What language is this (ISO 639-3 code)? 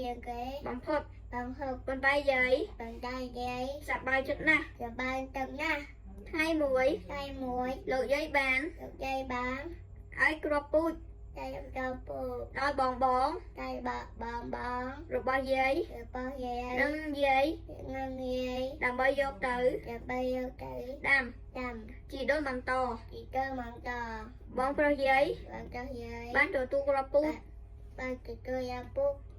khm